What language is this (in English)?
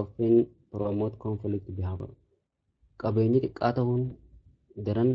Oromo